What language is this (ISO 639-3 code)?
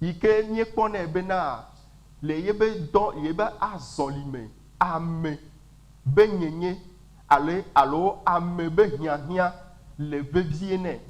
ewe